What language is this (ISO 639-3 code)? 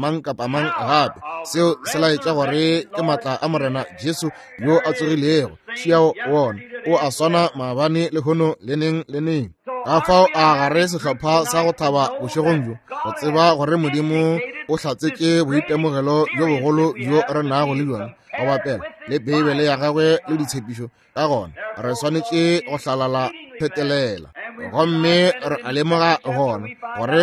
nso